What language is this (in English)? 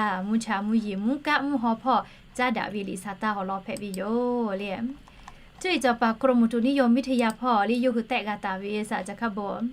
Lahu